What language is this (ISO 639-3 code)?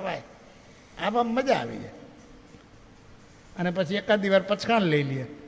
guj